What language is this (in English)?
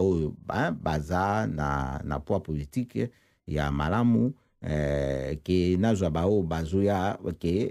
Lingala